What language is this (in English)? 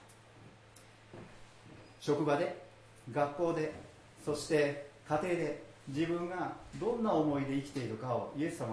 Japanese